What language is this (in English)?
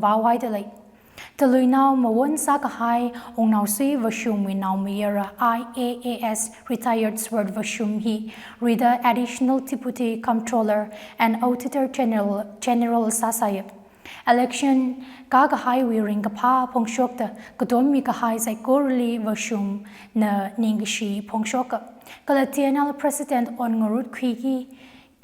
Tangkhul Naga (India)